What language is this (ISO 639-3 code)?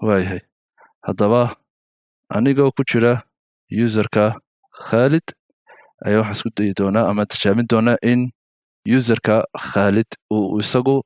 som